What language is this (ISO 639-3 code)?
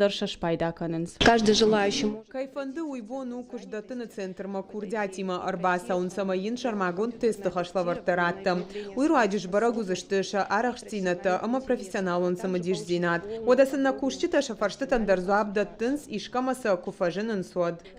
oss